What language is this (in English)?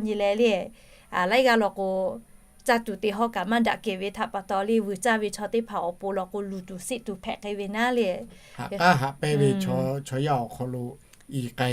Lahu